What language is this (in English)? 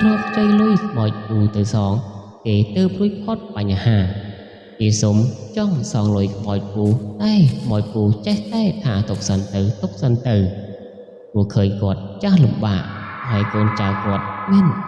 Khmer